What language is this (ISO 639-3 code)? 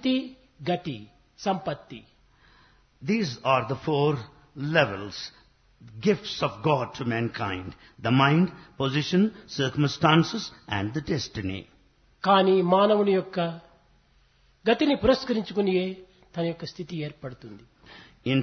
tel